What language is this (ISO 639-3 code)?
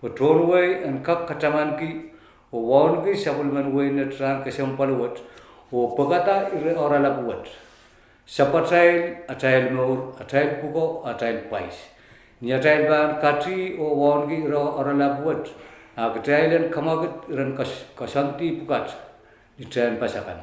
pon